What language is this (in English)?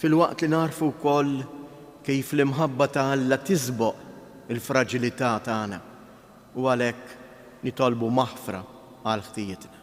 Maltese